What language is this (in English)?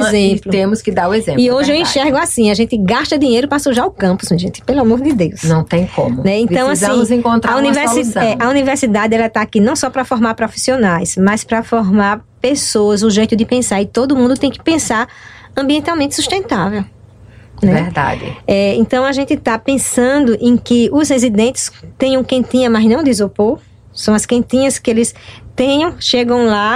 Portuguese